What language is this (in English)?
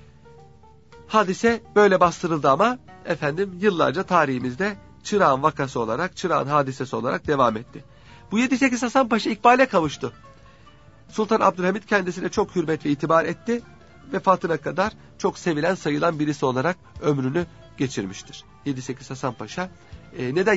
Turkish